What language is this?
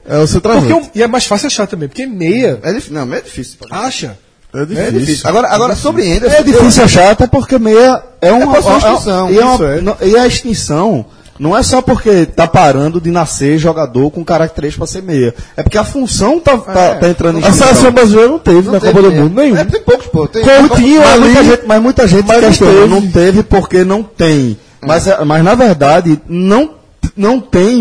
Portuguese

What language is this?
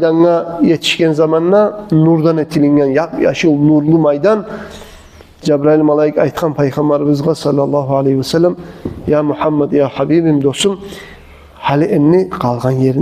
Kumyk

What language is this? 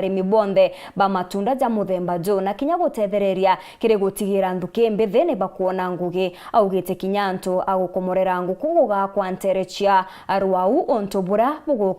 Meru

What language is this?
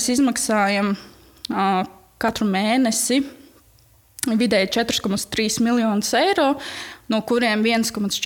Latvian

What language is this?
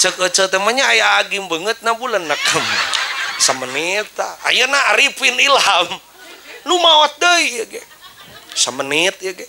Sundanese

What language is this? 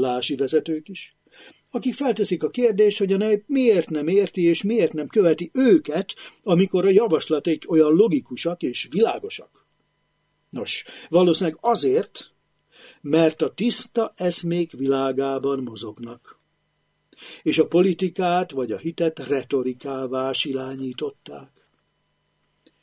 Hungarian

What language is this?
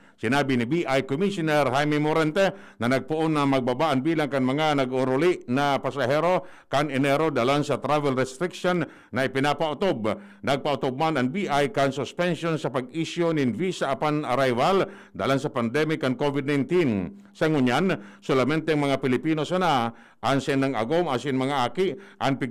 Bikol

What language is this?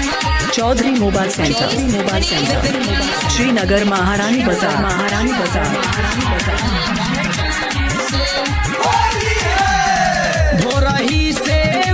Bhojpuri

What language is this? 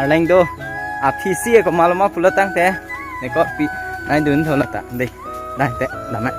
Karbi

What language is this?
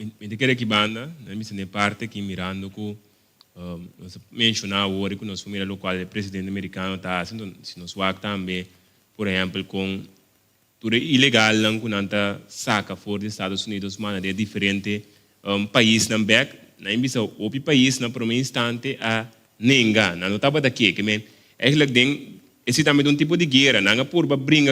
Papiamento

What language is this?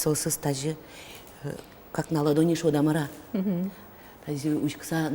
Udmurt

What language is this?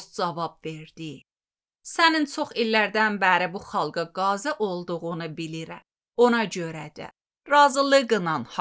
Azerbaijani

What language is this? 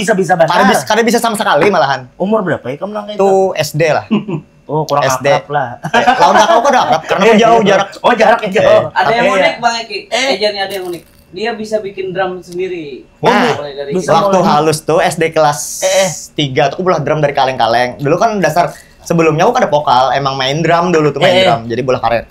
Banjar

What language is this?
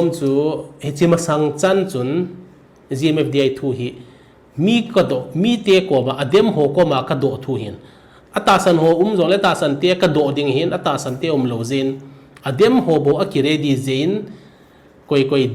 Thado Chin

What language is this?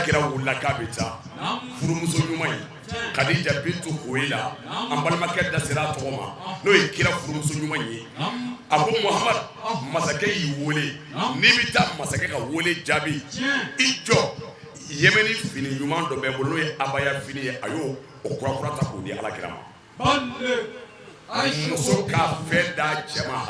Bambara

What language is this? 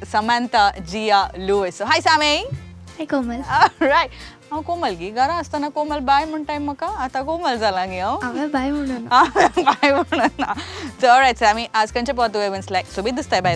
Konkani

